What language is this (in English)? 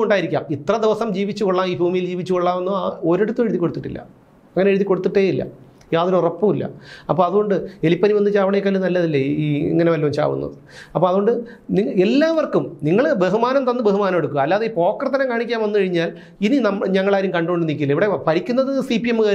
Malayalam